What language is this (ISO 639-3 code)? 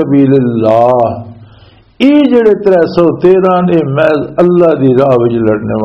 lah